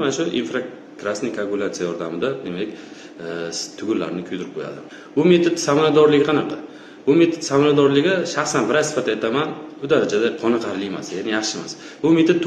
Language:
Uzbek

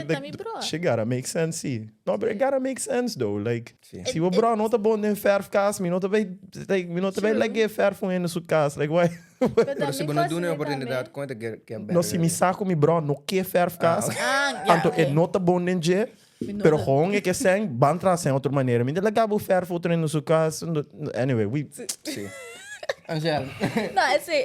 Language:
Papiamento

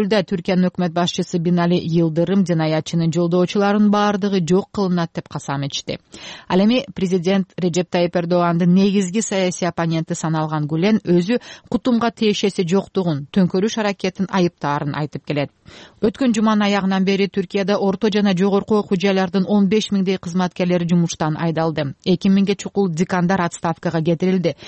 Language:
Kyrgyz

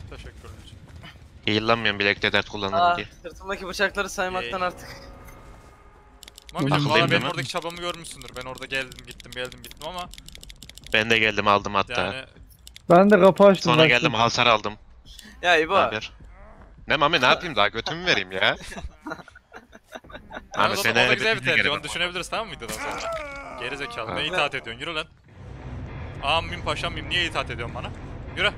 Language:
Turkish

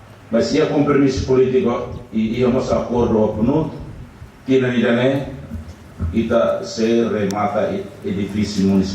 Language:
Tetum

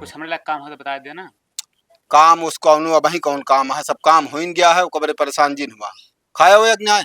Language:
Awadhi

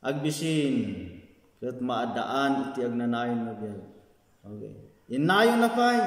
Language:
Iloko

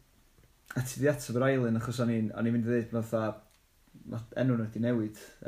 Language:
Welsh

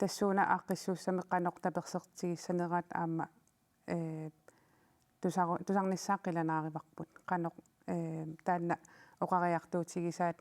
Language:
Kalaallisut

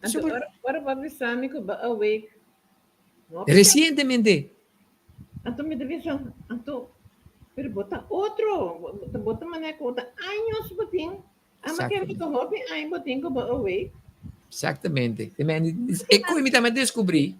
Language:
Papiamento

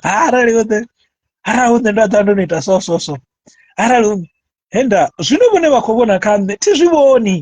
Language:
Venda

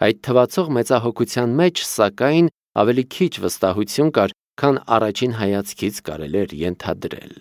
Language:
Armenian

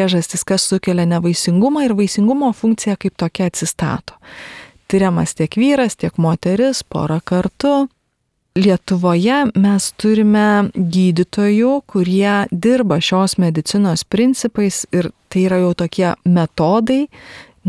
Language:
Lithuanian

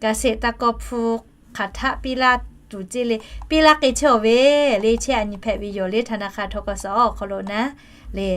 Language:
Lahu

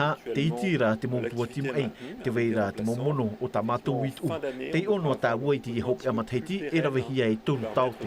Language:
Tahitian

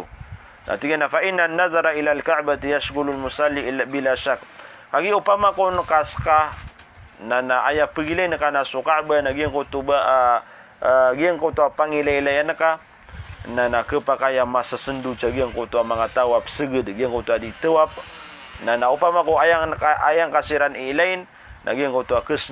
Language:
Maranao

